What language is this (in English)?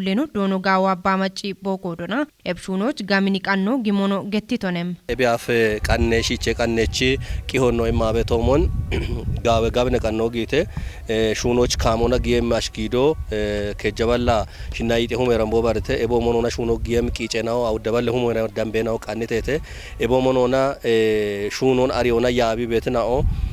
Kafa